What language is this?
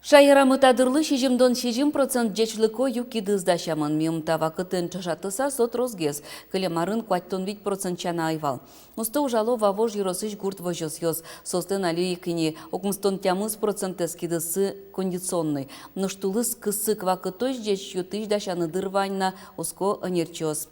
Udmurt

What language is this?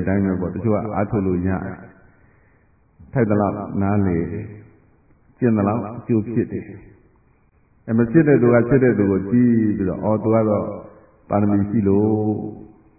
Burmese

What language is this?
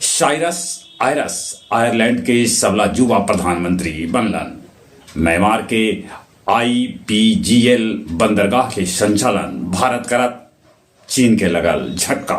Magahi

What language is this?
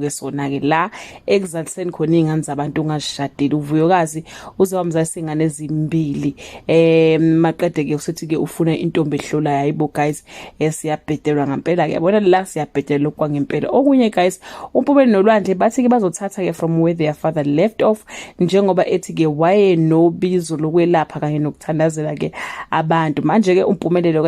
Zulu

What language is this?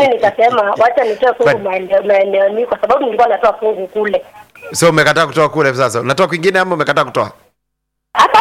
Swahili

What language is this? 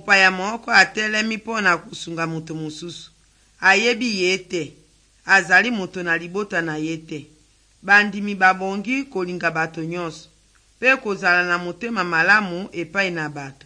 Lingala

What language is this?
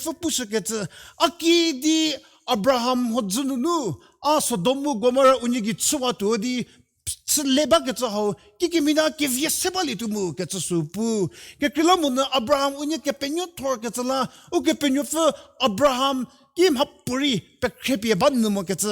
Angami Naga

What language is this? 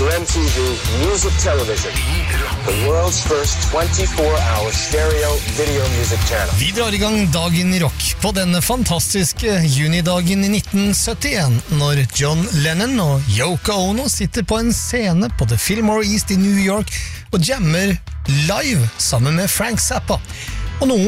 Norwegian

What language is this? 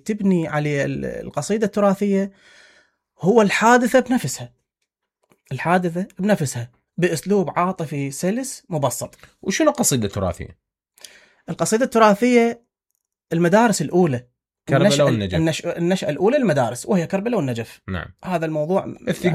Mesopotamian Arabic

